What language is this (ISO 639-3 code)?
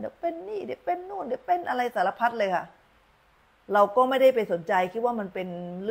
tha